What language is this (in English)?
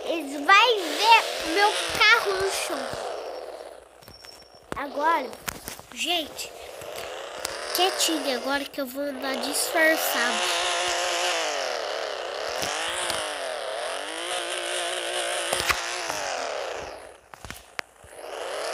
Portuguese